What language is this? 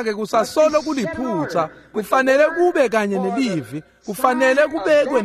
Swati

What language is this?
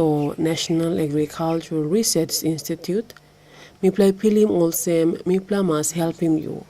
Tok Pisin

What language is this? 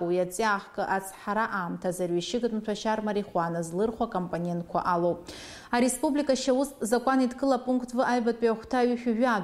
Abkhazian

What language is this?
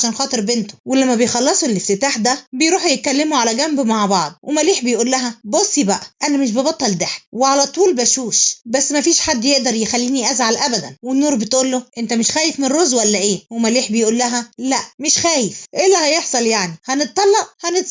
Egyptian Arabic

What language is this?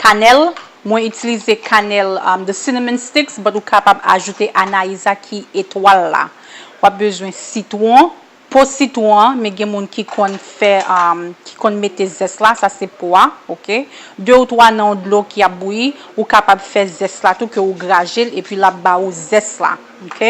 Haitian Creole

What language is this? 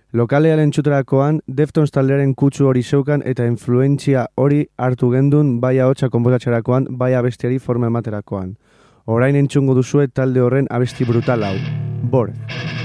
Basque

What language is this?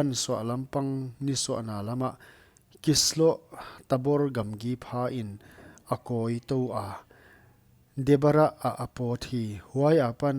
Paite Chin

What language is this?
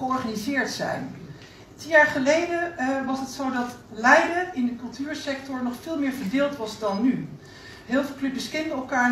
Dutch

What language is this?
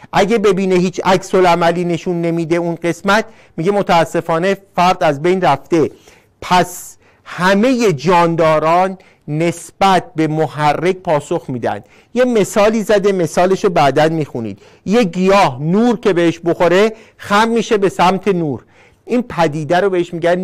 Persian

